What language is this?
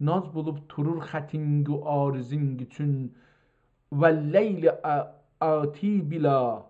South Azerbaijani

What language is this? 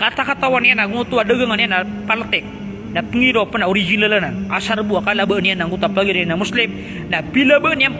Maranao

